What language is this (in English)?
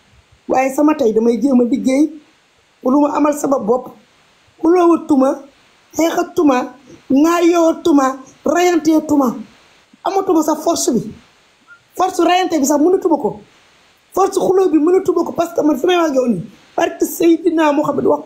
Wolof